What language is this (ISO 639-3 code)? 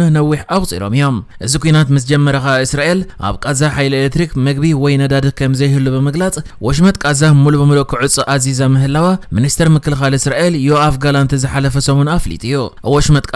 tir